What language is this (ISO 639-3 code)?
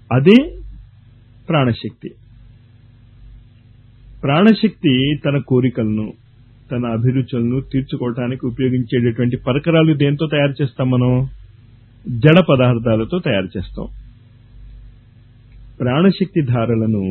tel